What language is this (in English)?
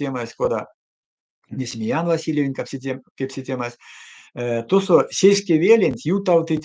Erzya